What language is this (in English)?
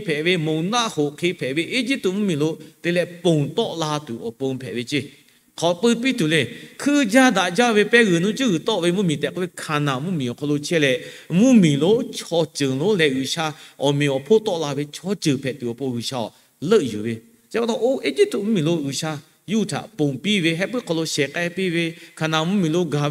Lahu